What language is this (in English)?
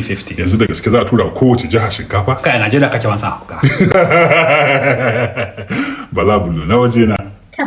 Hausa